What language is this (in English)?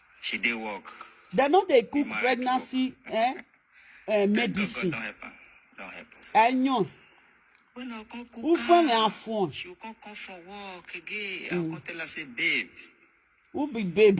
Nigerian Pidgin